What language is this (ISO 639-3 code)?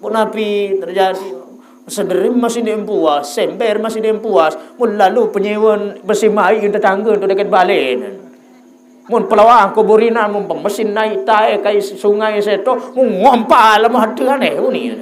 sas